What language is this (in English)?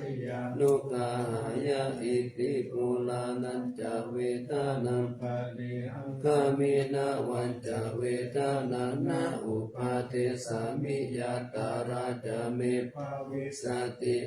Pali